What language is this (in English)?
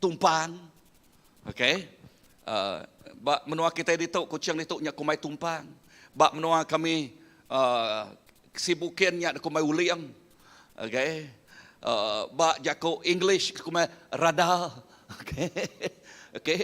Iban